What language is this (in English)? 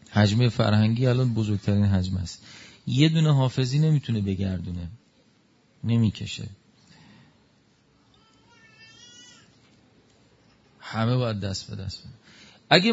Persian